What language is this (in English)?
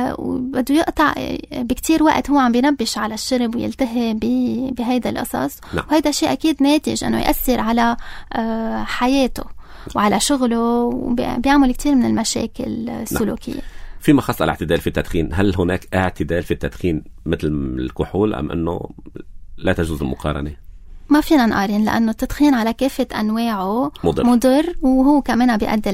North Levantine Arabic